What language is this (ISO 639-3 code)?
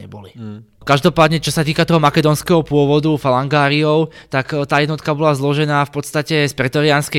slk